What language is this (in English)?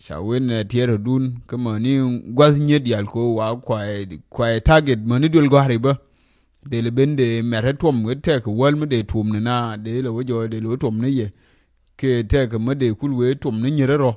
Nuer